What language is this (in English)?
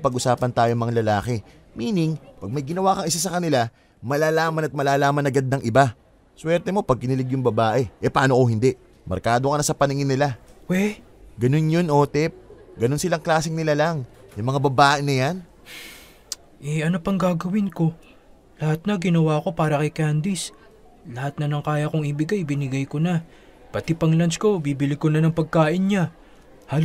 Filipino